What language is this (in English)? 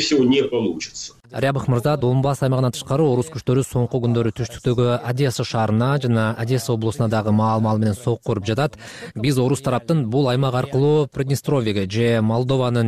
Kyrgyz